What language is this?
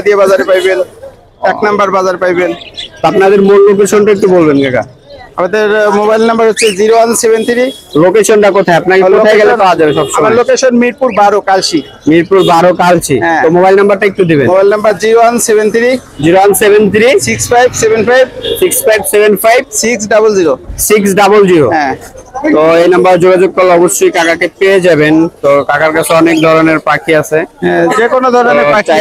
Bangla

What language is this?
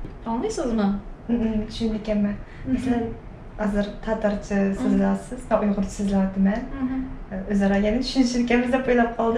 Tatar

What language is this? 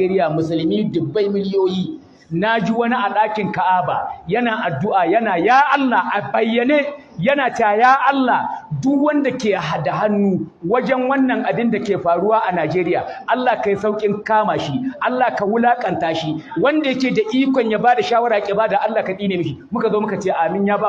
Hausa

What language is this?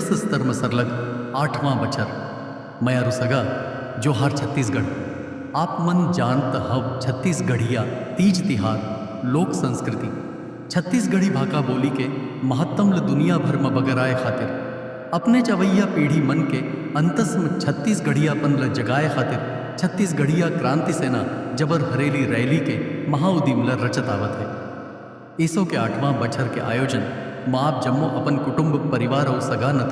Chhattisgarhi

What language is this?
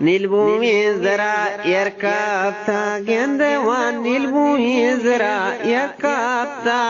Eastern Balochi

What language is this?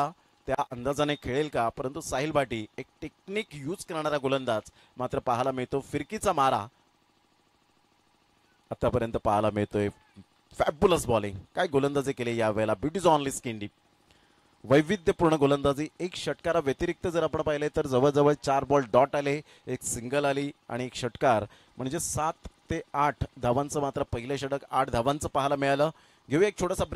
Marathi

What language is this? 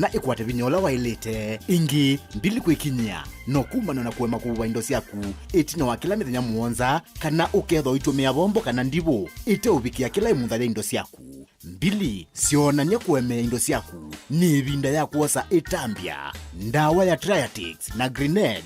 Kamba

